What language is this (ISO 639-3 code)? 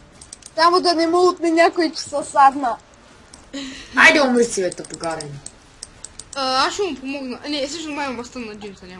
bul